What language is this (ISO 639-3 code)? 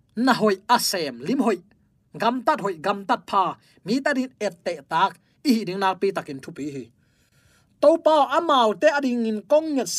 ctd